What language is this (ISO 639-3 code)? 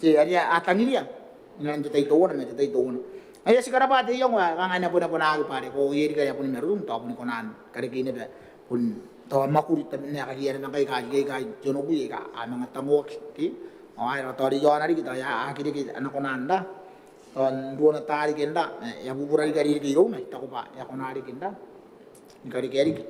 gil